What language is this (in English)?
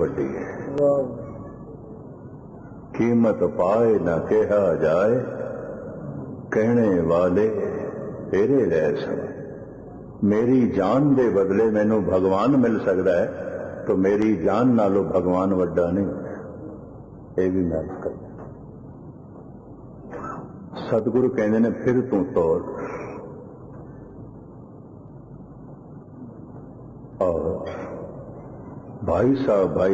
Punjabi